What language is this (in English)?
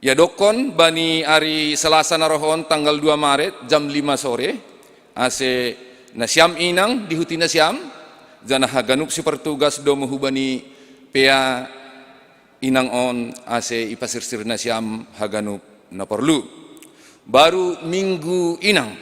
Batak Simalungun